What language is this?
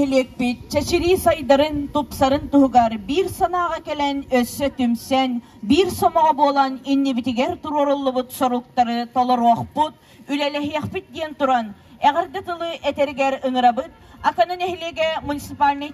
Yakut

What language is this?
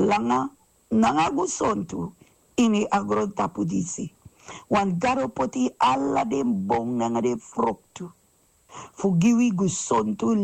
Sranan Tongo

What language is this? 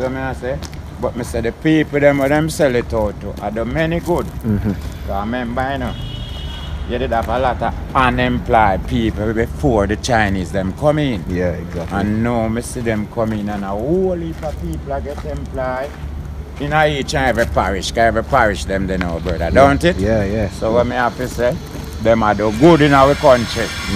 Jamaican Creole English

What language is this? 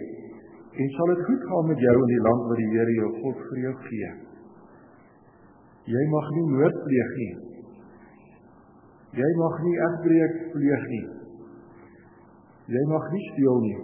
Afrikaans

